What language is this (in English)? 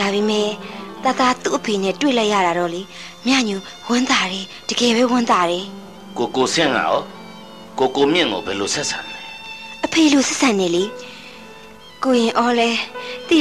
Burmese